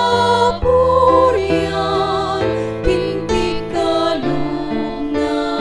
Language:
Pampanga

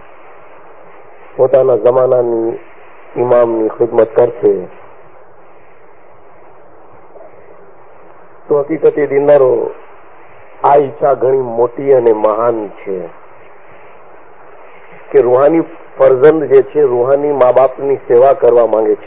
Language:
Gujarati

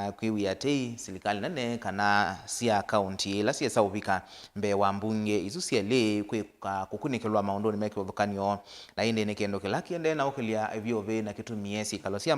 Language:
Kamba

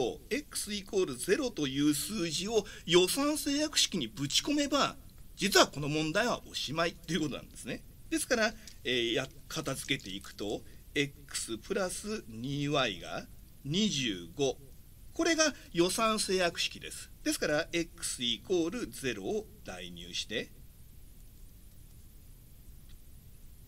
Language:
Japanese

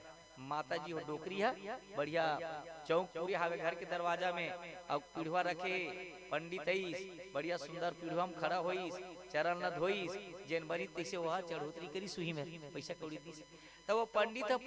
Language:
Chhattisgarhi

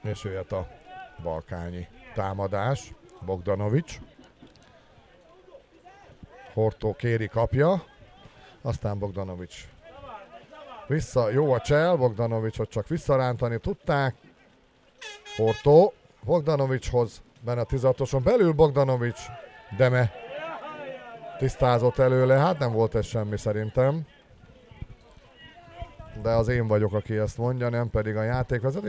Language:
Hungarian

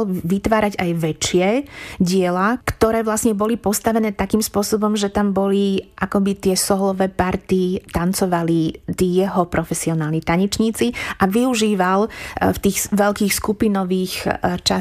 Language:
Slovak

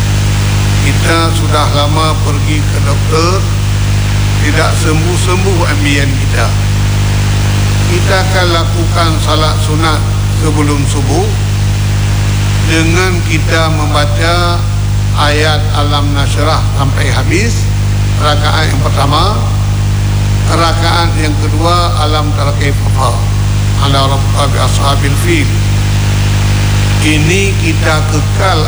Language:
Malay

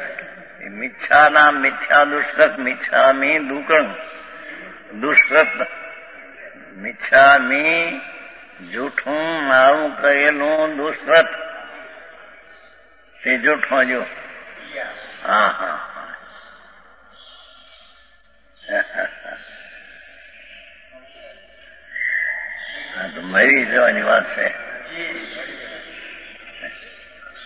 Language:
Gujarati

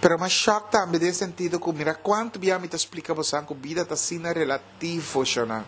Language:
Papiamento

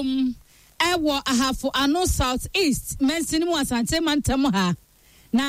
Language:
Akan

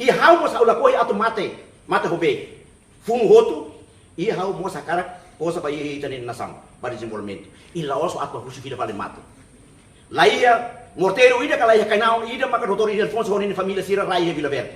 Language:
Tetum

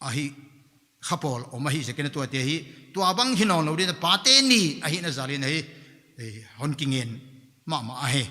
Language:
Paite Chin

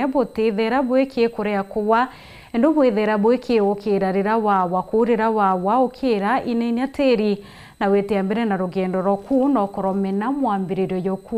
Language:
Meru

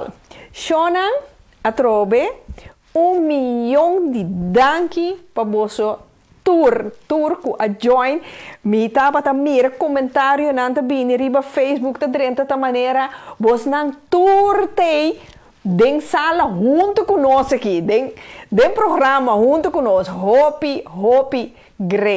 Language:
Papiamento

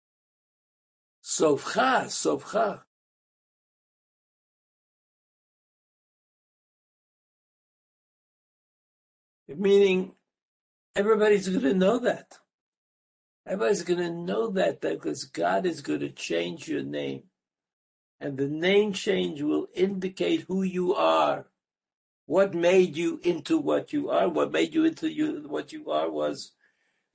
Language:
English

